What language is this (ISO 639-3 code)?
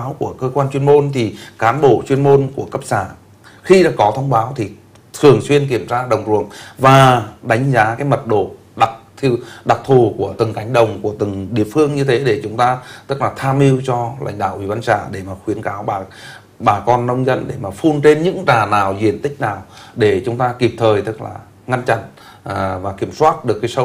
vie